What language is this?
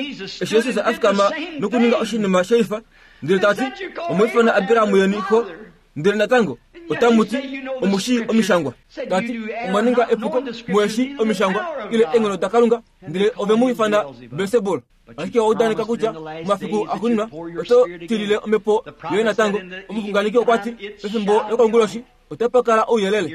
Kuanyama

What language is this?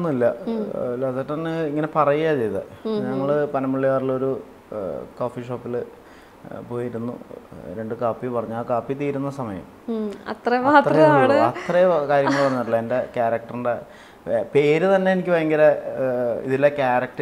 Malayalam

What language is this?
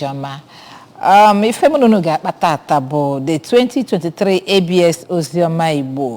Igbo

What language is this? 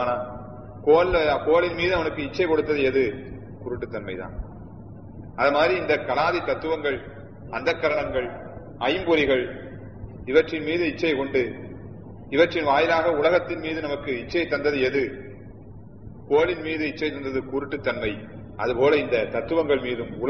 Tamil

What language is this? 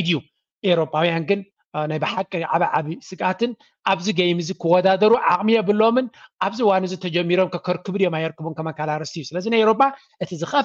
Tigrinya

